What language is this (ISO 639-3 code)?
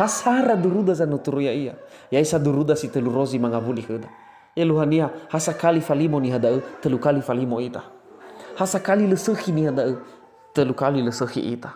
nia